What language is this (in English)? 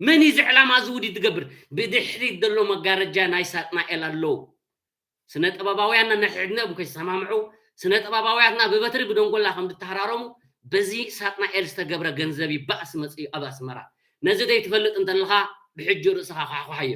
Tigrinya